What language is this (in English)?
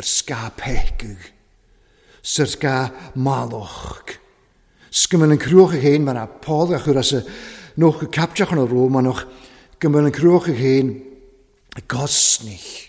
Welsh